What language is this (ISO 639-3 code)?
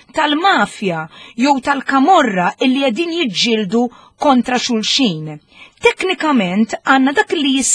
mlt